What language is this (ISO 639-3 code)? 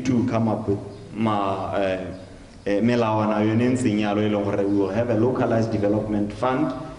tsn